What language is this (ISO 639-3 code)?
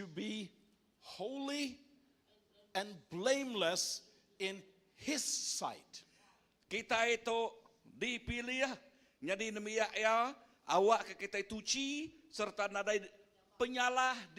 iba